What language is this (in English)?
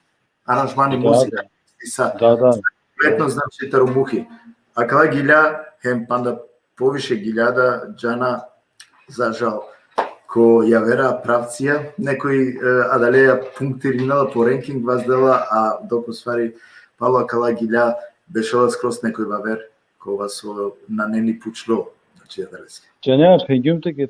Balkan Romani